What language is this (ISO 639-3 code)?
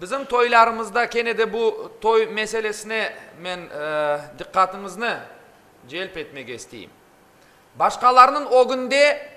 crh